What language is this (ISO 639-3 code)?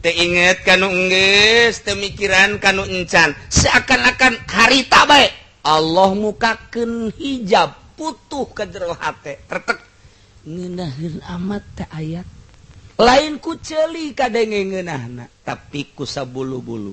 sun